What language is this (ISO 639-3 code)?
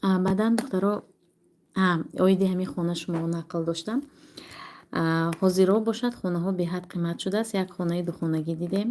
tgk